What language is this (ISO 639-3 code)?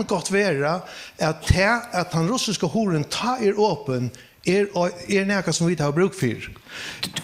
fao